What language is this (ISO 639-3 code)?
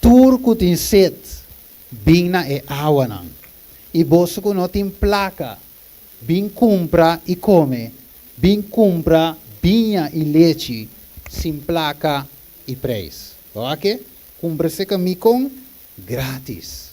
pap